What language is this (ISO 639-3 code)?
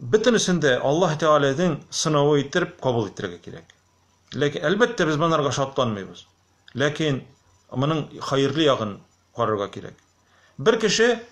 tat